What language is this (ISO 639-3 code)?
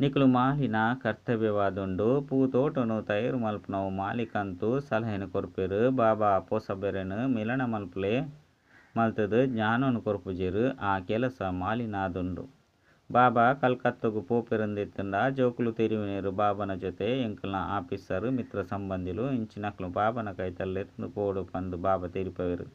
tcy